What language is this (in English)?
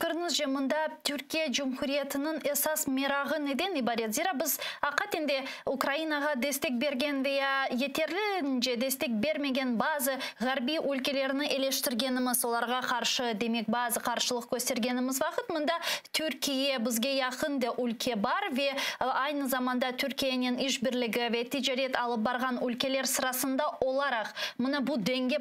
Crimean Tatar